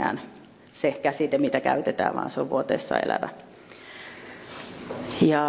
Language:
Finnish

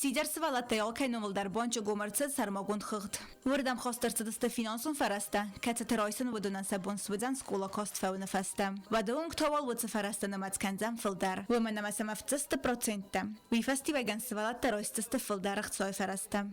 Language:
Ossetic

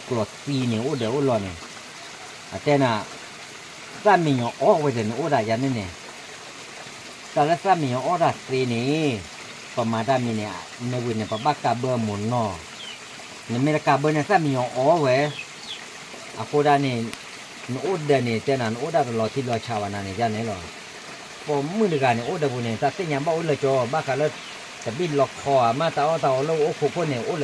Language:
S'gaw Karen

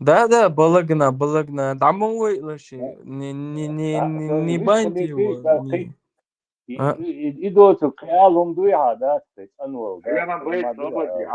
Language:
Chechen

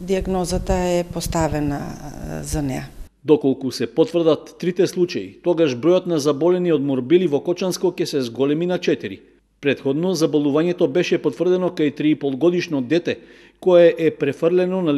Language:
Macedonian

